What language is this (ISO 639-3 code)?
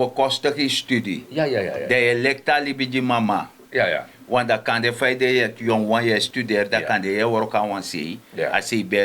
srn